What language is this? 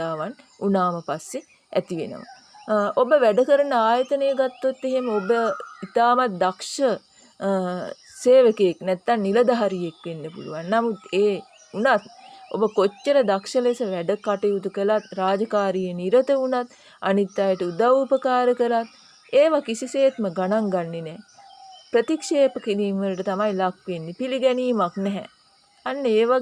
Sinhala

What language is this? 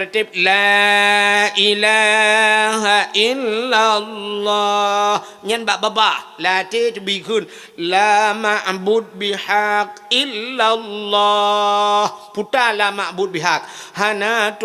Achinese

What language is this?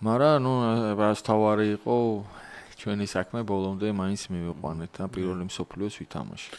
Georgian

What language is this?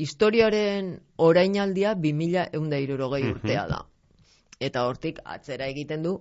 Basque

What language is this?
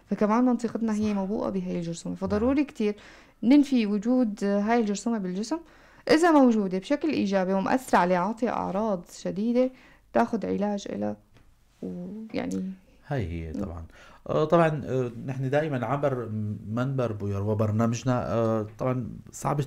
North Levantine Arabic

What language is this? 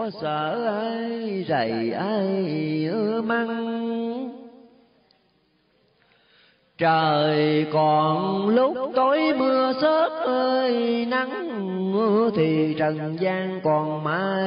Vietnamese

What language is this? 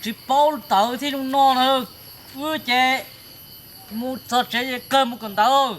Hmong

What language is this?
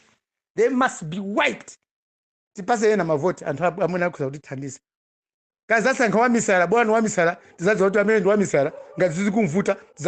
Nyanja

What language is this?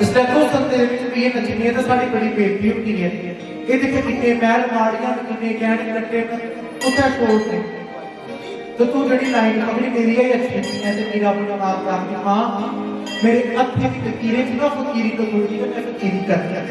Dogri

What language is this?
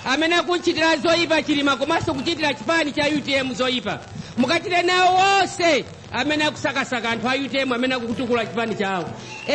Nyanja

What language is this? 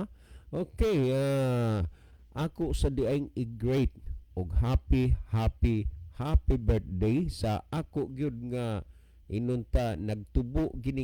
Cebuano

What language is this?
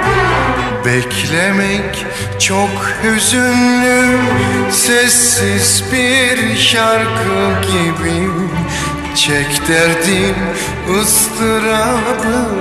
Turkish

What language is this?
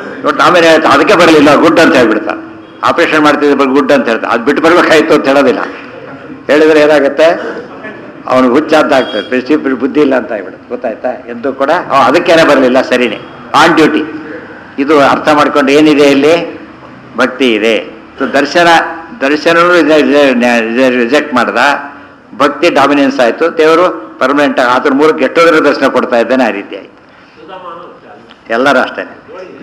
Kannada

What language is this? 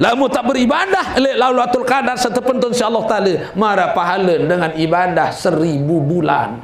Sasak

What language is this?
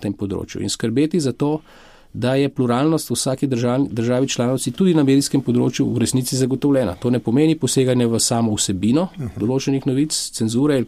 Slovenian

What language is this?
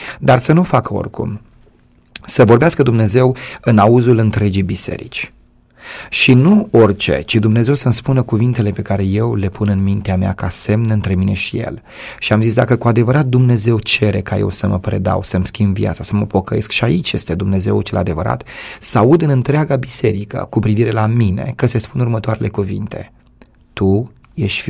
Romanian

